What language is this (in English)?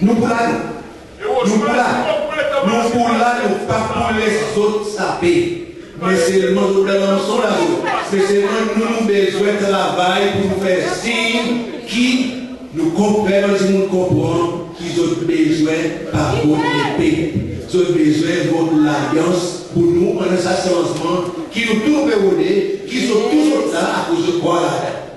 Seselwa Creole French